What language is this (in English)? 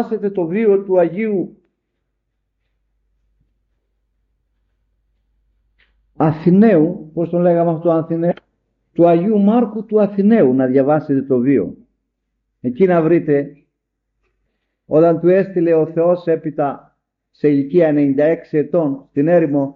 Greek